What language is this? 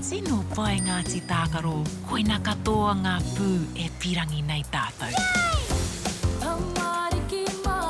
Māori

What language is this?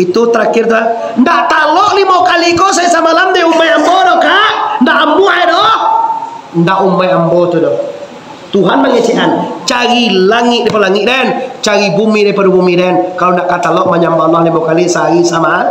Minangkabau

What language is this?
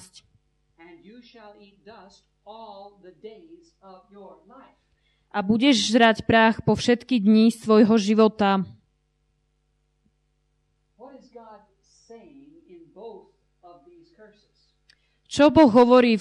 Slovak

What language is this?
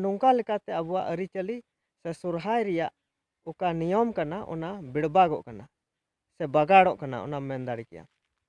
Santali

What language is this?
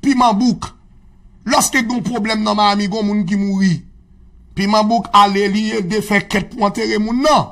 Haitian Creole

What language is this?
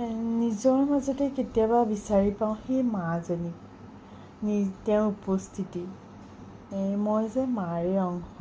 Assamese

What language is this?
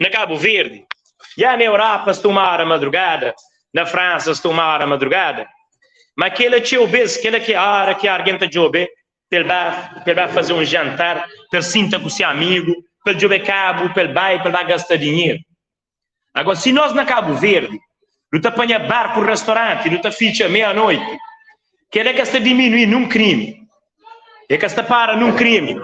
Kabuverdianu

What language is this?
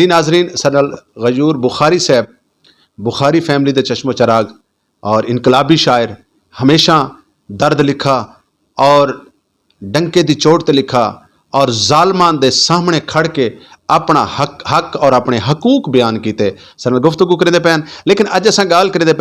Saraiki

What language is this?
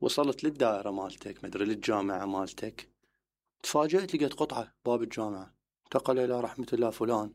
Mesopotamian Arabic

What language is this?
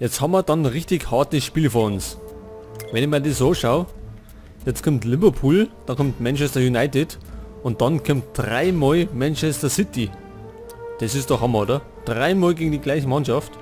Bavarian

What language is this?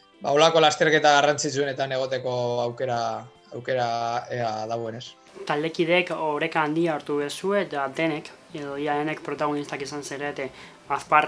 Basque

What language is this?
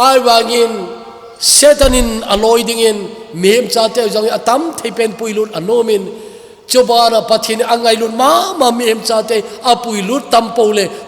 Thado Chin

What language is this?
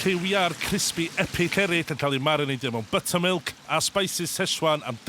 Welsh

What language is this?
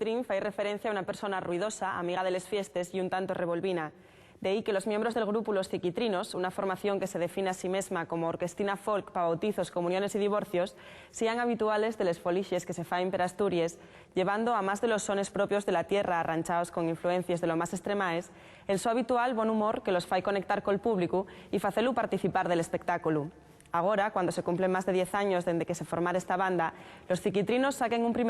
Asturian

